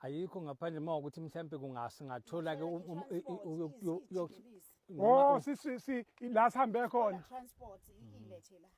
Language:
Zulu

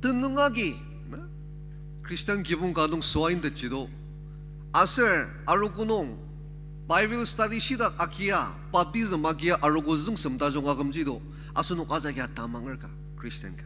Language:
Ao Naga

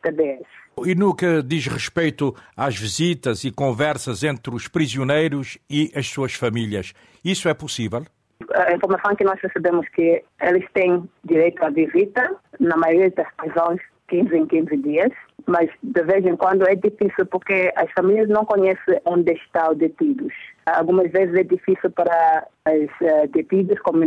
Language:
Portuguese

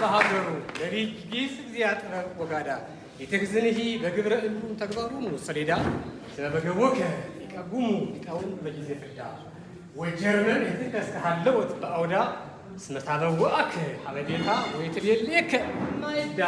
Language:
Amharic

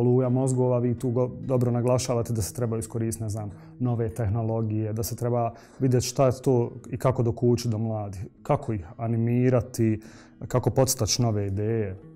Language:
Bosnian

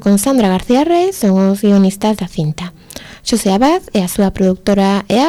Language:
Galician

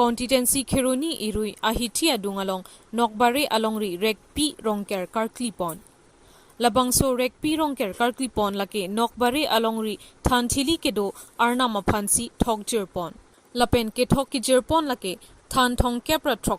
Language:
Karbi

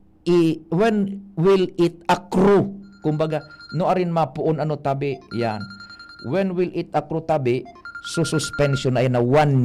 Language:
Bikol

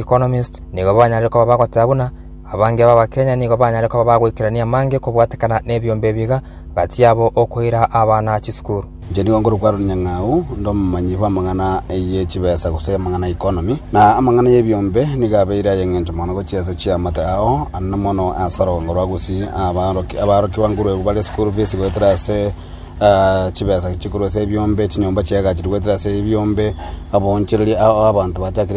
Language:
Gusii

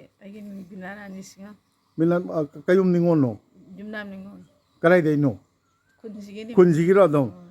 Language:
Manipuri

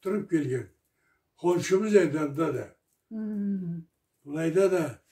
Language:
Karachay-Balkar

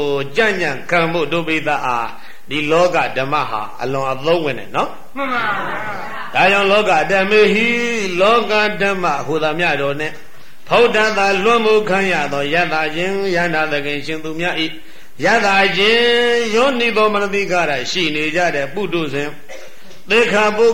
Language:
Burmese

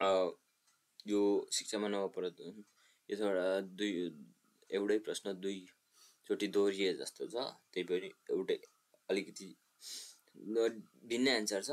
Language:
Nepali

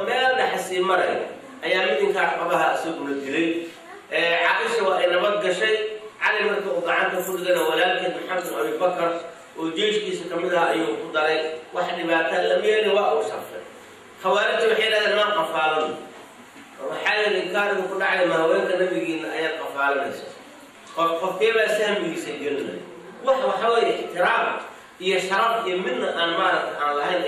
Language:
Somali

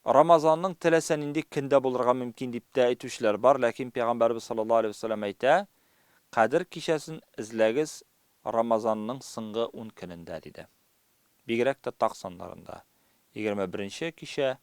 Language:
Tatar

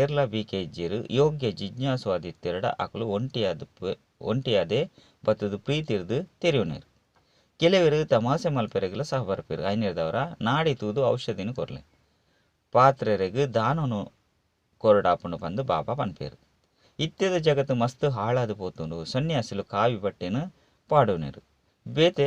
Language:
Tulu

